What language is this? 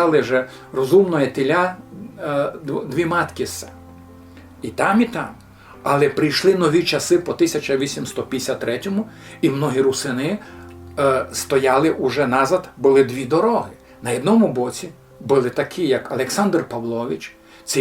Rusyn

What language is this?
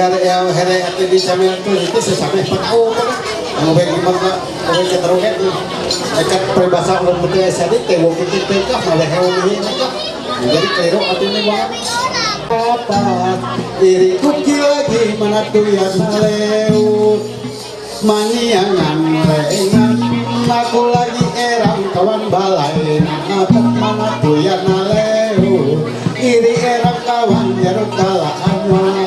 Ma'anyan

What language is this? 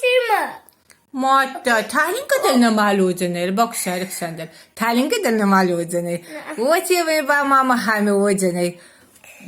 Ossetic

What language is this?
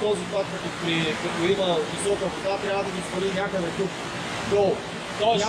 Bulgarian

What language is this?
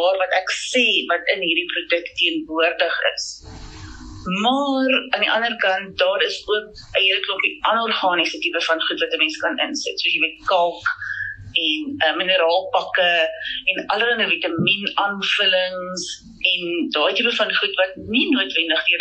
Afrikaans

